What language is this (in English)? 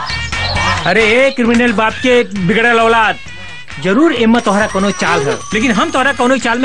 Bhojpuri